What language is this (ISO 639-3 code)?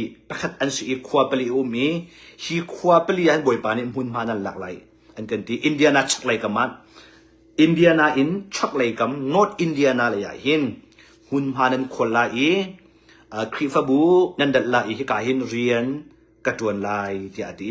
cnh